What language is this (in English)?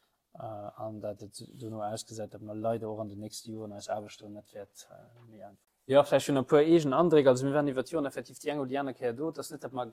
Luxembourgish